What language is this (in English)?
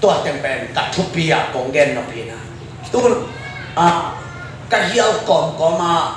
Tedim Chin